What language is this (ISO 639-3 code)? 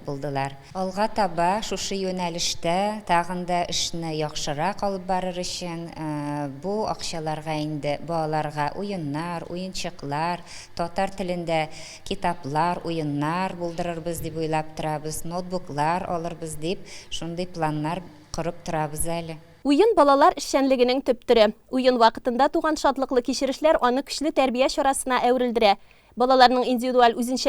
tat